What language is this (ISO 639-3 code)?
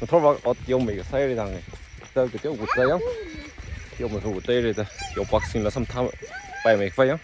nmf